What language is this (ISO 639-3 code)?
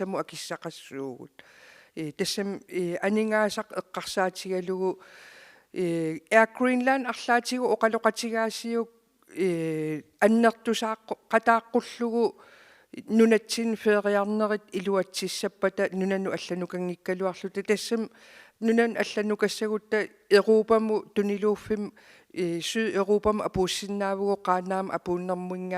kal